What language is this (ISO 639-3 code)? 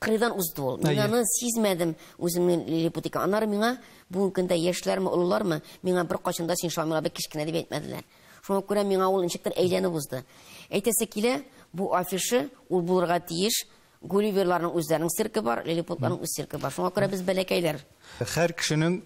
tat